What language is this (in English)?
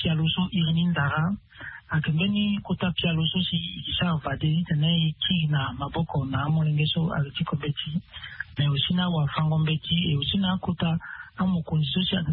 Sango